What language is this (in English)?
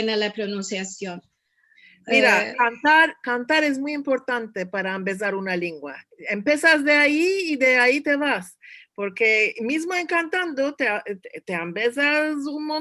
Ladino